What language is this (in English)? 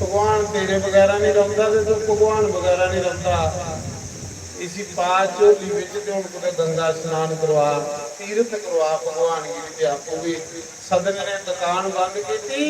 Dogri